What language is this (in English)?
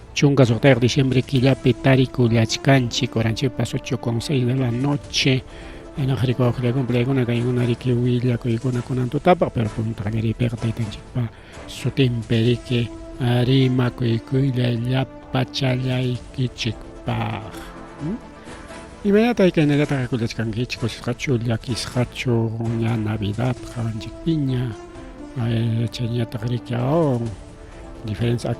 Ayacucho Quechua